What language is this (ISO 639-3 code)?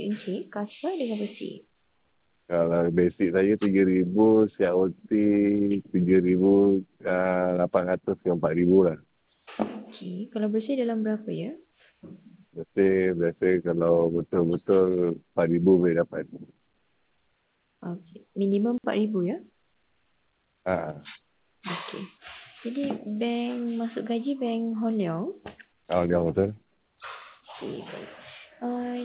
msa